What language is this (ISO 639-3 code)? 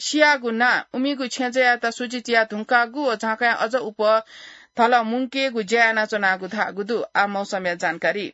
new